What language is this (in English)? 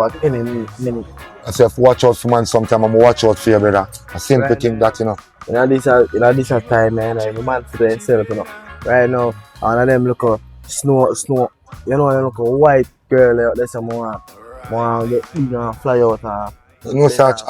Jamaican Creole English